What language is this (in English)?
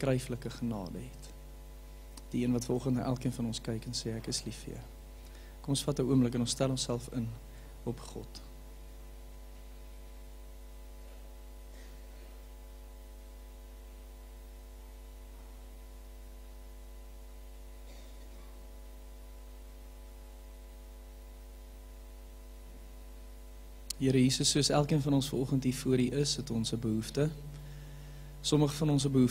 Afrikaans